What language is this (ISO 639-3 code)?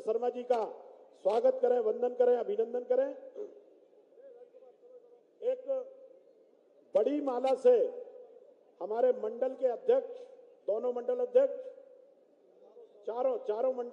hin